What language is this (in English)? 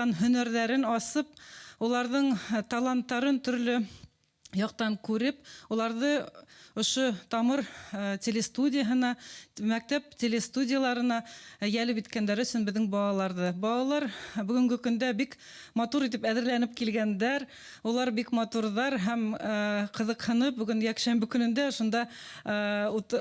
Bashkir